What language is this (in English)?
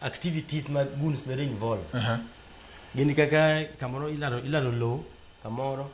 Luo (Kenya and Tanzania)